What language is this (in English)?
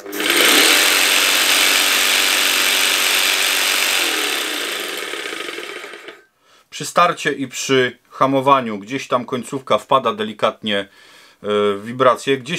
Polish